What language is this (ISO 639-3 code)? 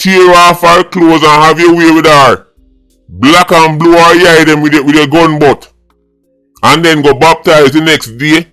jam